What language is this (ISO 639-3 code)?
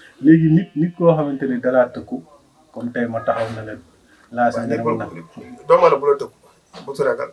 wol